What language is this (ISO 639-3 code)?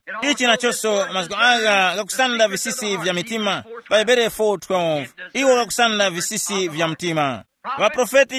tum